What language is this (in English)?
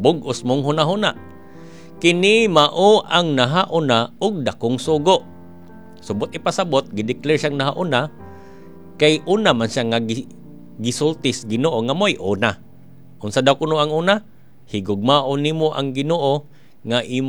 Cebuano